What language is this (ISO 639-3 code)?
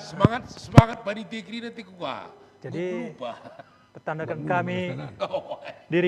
btx